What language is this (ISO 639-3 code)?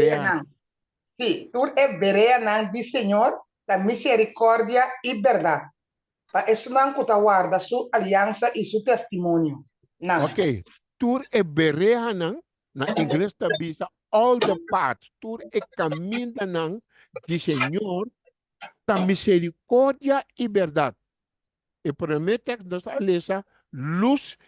pap